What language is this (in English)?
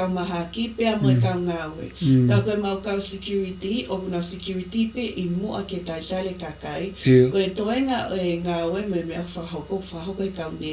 Tongan